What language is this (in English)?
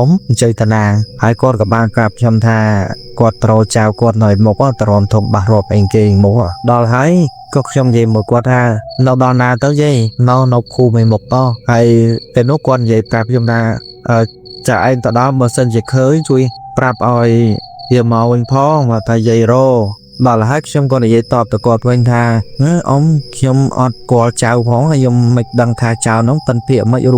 Khmer